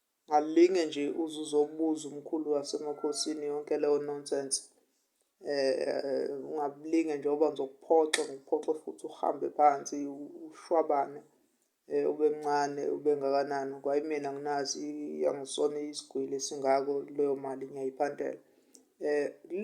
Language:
Zulu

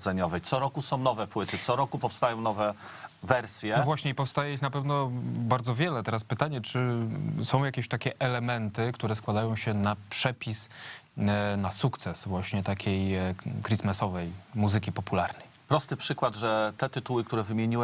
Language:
Polish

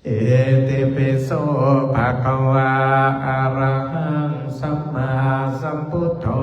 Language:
Pali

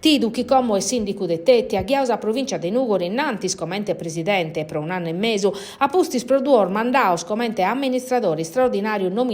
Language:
Sardinian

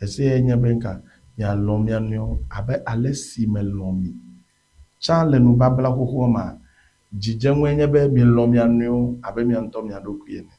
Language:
Ewe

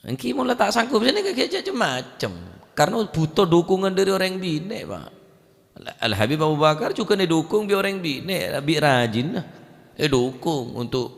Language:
Madurese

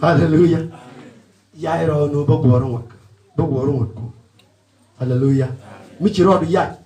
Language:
Nuer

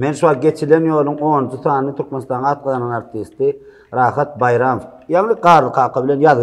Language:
Turkmen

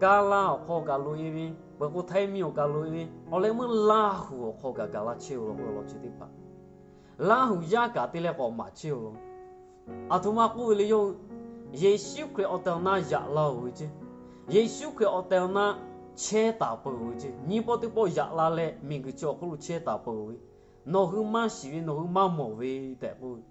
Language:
Lahu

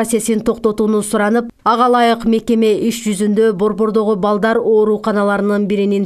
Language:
Kyrgyz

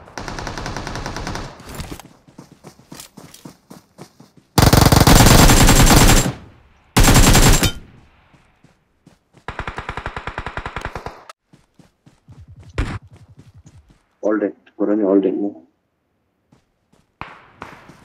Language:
Malay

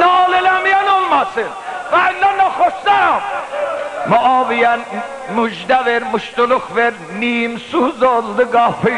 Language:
South Azerbaijani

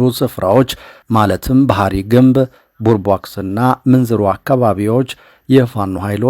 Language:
Amharic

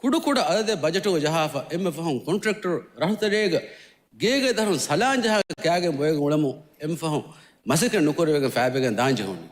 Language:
Divehi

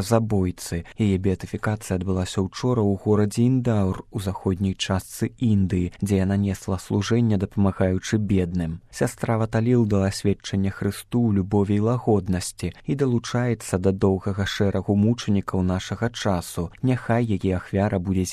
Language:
Belarusian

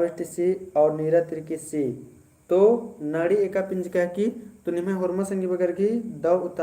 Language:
Kurukh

